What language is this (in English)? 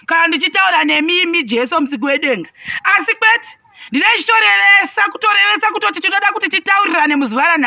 Shona